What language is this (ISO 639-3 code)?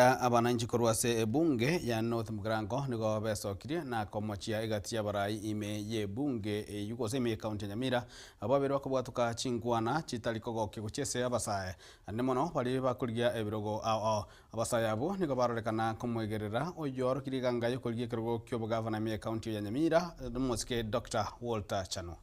guz